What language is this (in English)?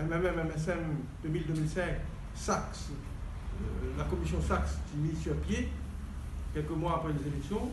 Morisyen